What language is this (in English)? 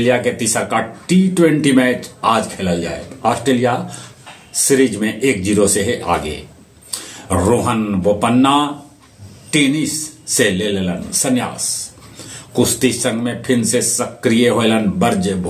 Magahi